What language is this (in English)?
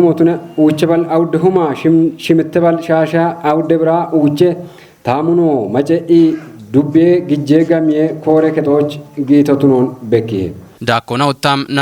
Kafa